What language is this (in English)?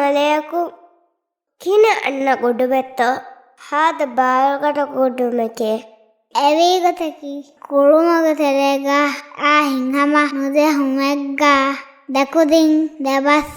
Divehi